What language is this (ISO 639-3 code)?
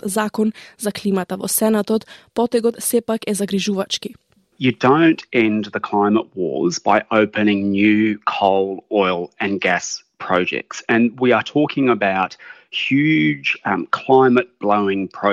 mkd